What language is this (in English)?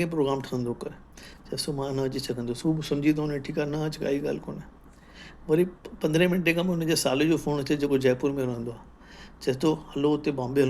Sindhi